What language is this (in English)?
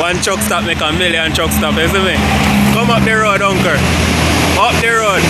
Jamaican Creole English